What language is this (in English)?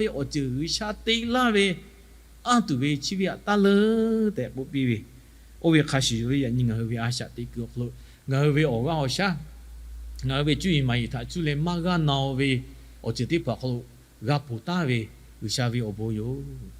Lahu